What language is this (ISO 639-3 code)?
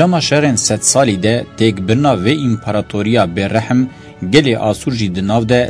kur